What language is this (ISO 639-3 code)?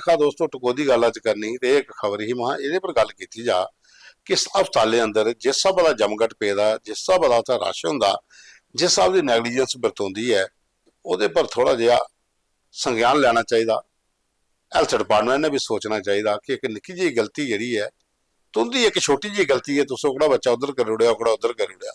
doi